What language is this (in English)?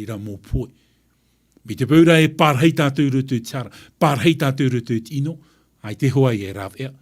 Tahitian